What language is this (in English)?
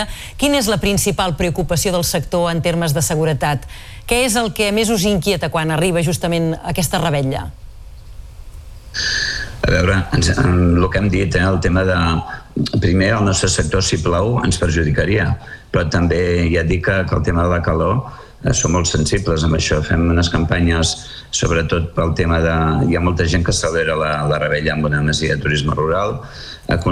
Catalan